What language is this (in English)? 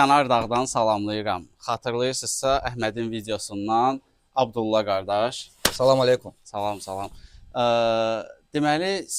Azerbaijani